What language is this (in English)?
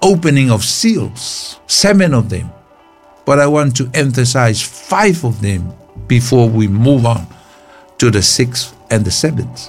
Samoan